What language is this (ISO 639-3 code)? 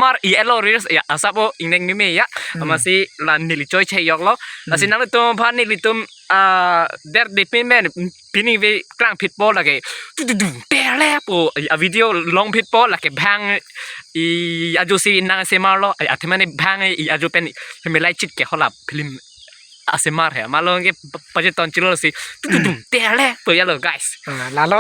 mjw